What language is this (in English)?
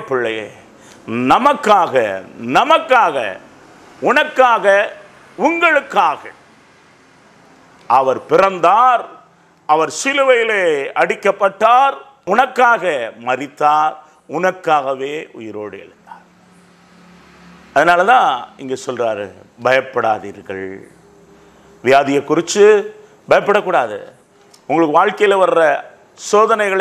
Tamil